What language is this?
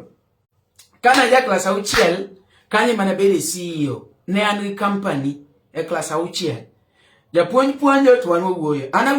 Luo (Kenya and Tanzania)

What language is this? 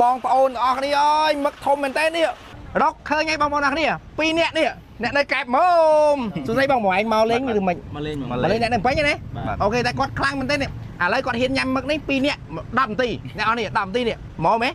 Khmer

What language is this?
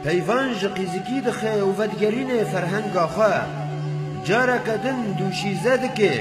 Kurdish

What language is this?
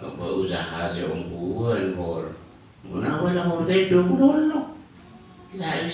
Madurese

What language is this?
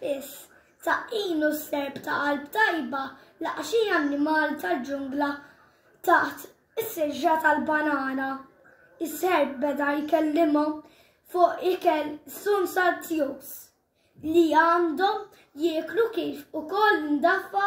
Maltese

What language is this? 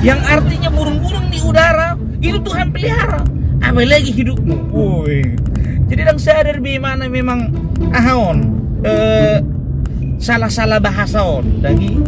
Batak Toba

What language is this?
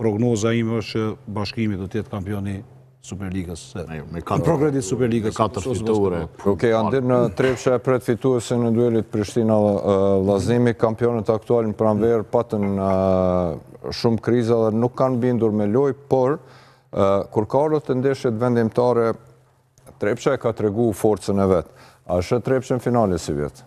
Albanian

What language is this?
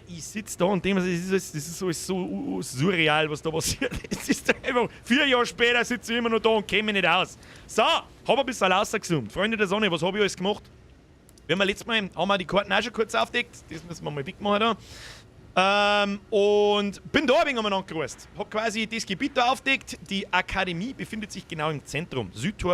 Bavarian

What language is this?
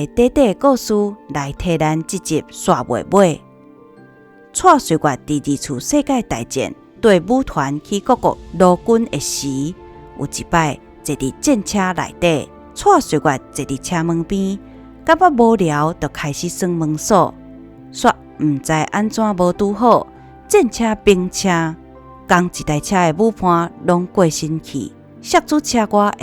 Min Nan Chinese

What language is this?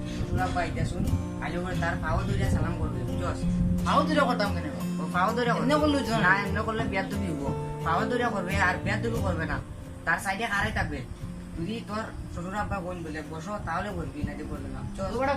Sylheti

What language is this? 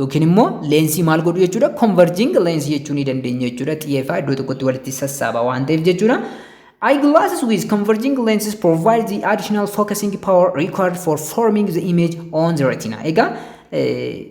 Oromo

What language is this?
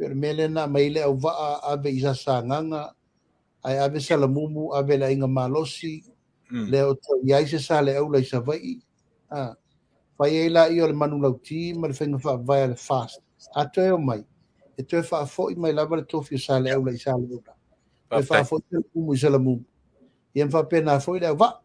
Samoan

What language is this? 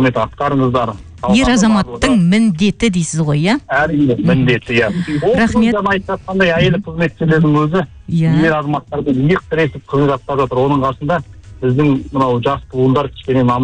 Kazakh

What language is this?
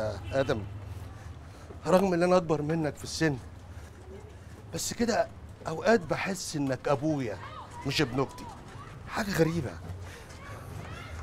Egyptian Arabic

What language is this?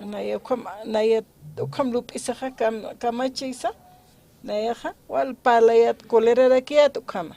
Aymara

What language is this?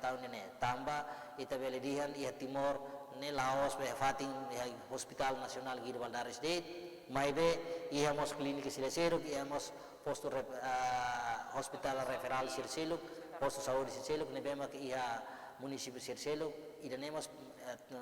Tetum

